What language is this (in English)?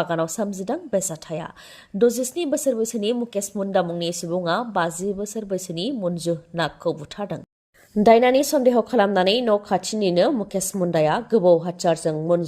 Bodo